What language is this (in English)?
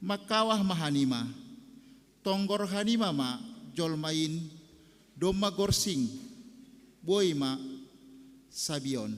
Batak Simalungun